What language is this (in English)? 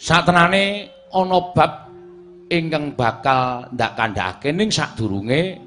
Javanese